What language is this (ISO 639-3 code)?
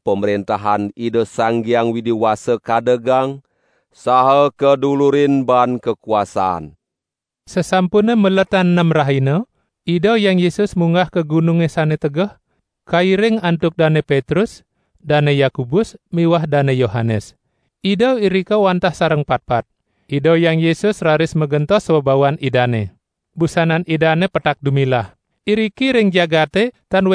ban